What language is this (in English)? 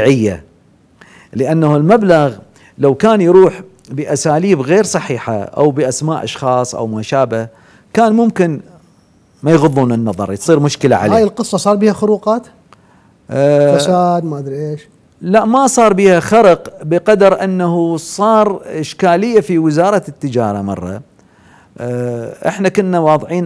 Mesopotamian Arabic